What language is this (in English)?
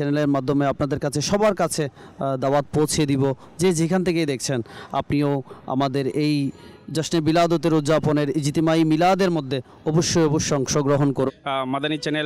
Bangla